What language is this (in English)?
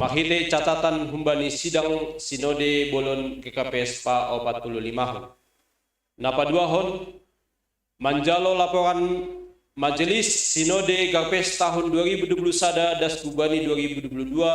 Batak Simalungun